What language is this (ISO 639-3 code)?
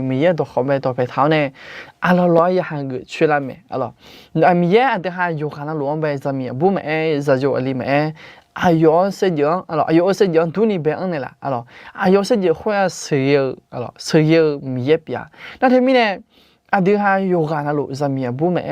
ahk